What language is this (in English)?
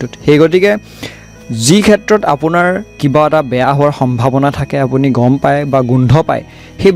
Assamese